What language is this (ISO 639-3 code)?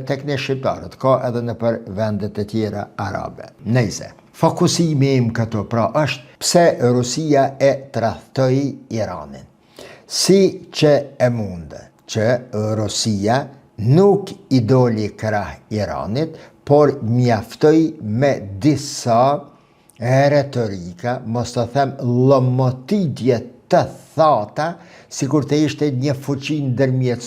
sqi